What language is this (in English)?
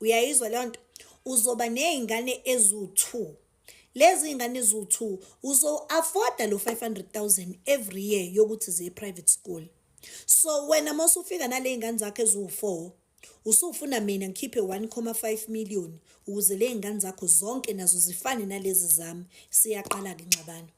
Zulu